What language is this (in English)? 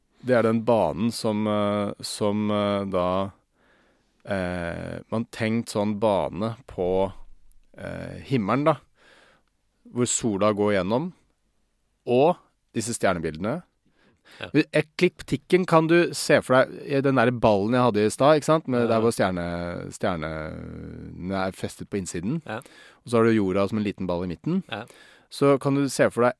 Norwegian